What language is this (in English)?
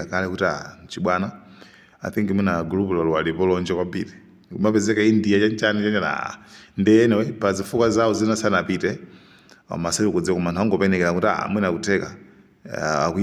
Nyanja